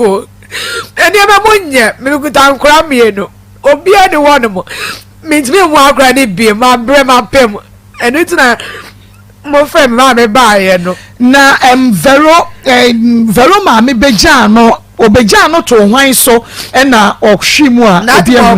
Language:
Akan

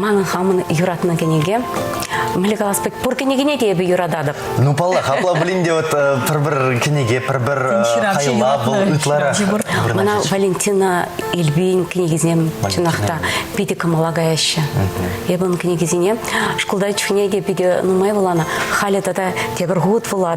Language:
Chuvash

